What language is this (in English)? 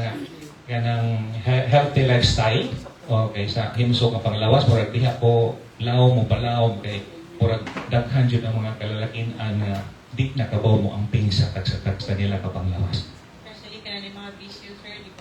Cebuano